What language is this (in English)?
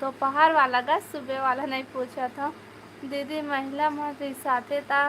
Chhattisgarhi